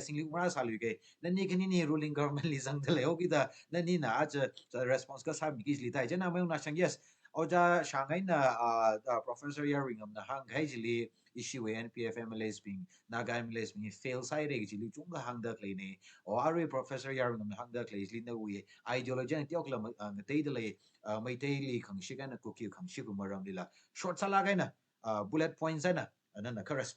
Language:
Tangkhul Naga (India)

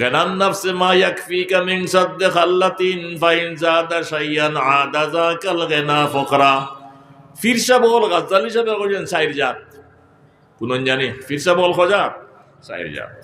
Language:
Sylheti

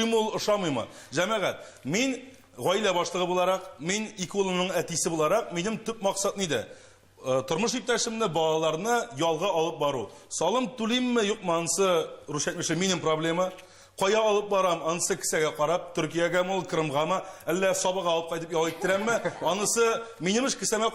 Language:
Tatar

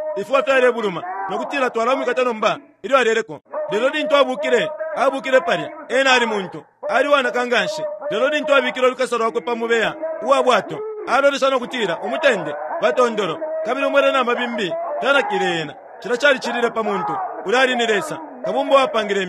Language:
Bemba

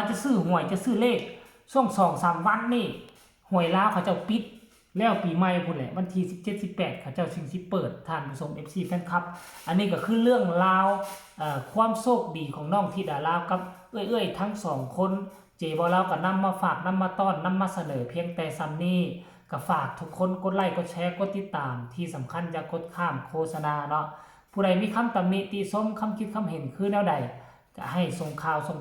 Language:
Northeastern Thai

